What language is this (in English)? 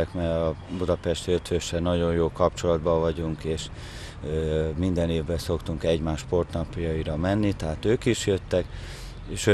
Hungarian